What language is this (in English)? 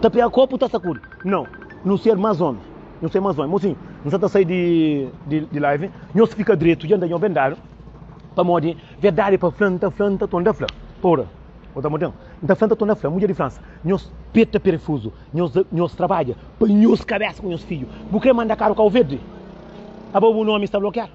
Kabuverdianu